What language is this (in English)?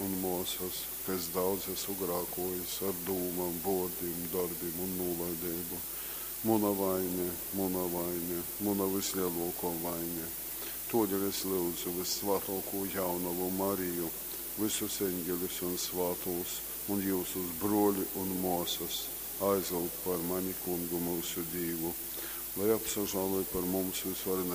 Latgalian